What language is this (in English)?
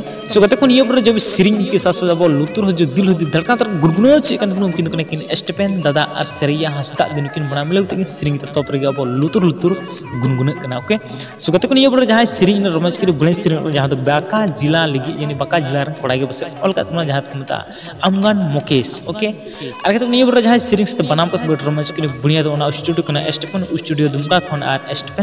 Santali